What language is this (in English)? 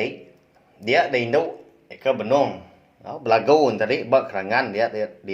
Iban